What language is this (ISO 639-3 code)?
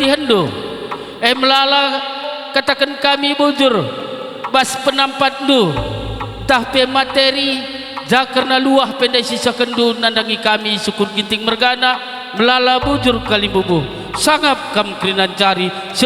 btx